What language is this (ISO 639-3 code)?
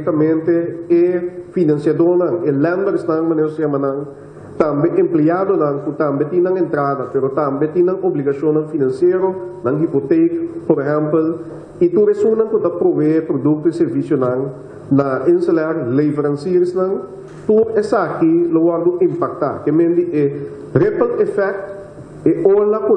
pap